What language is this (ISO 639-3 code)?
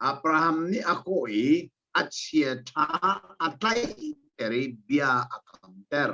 cnh